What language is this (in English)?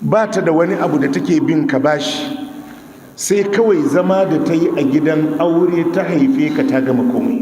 Hausa